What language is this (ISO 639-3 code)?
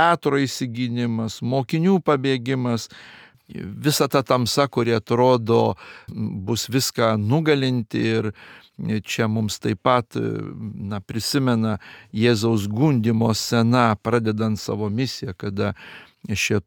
lit